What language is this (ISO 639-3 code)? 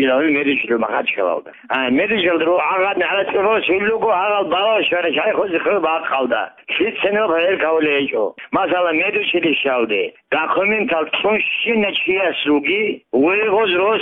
ava